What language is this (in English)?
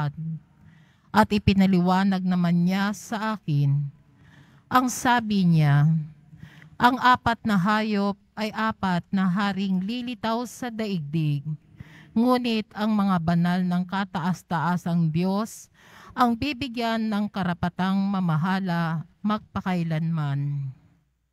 Filipino